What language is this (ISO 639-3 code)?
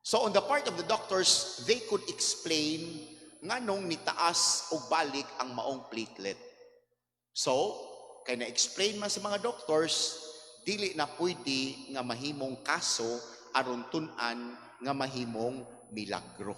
ceb